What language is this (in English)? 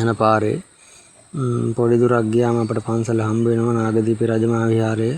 Sinhala